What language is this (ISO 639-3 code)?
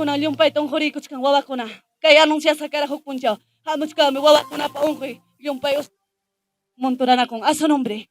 quy